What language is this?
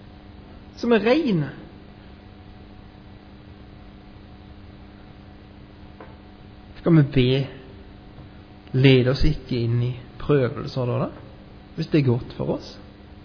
Norwegian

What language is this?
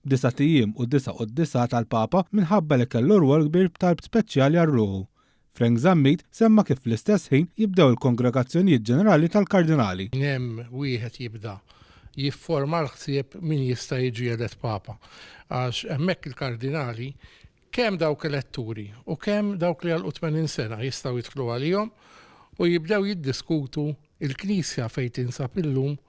Maltese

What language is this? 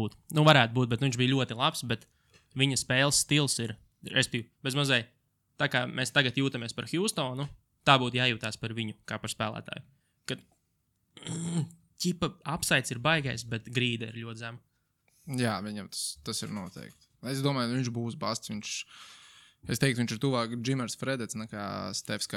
Latvian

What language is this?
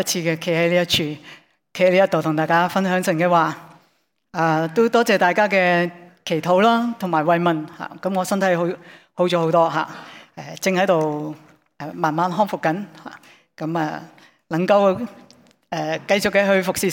Cantonese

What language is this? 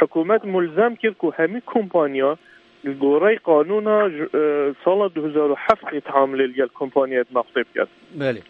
Kurdish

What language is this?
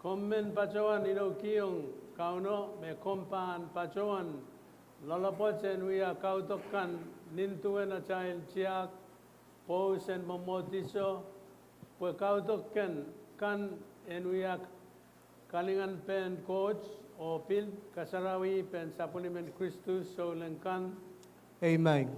Pohnpeian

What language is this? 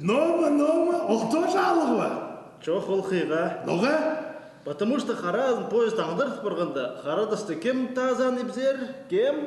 Khakas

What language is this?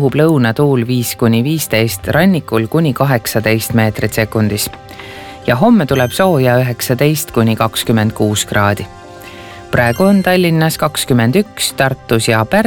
Estonian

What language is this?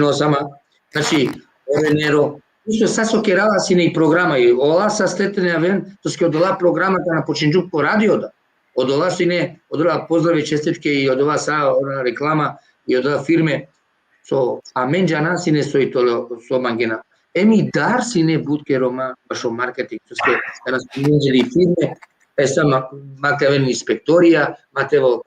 Balkan Romani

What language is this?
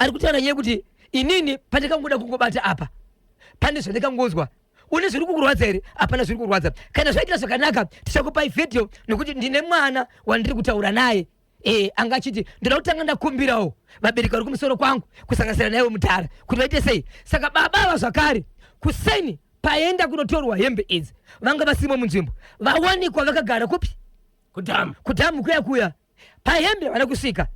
Shona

